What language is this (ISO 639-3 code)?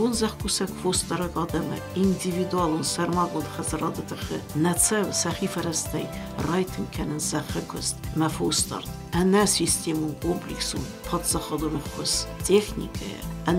oss